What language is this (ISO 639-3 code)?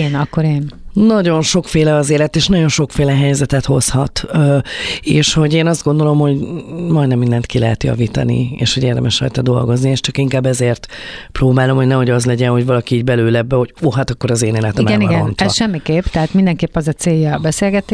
hun